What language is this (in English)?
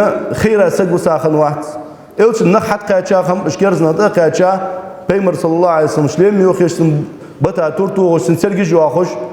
Ingush